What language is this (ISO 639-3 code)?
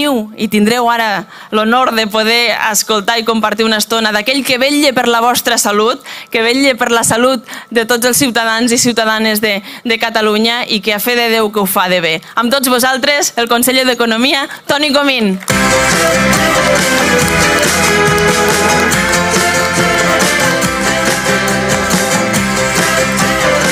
cat